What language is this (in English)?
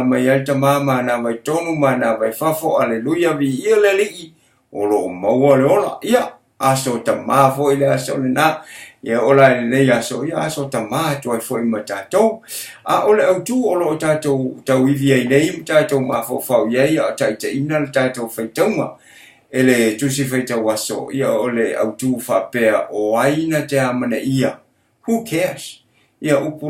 Samoan